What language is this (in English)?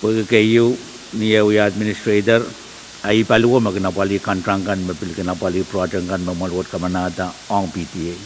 Pohnpeian